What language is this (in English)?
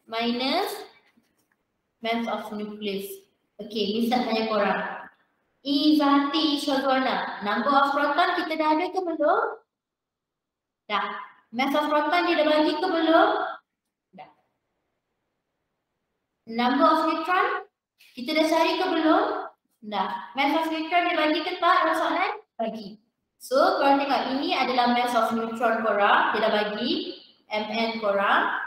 Malay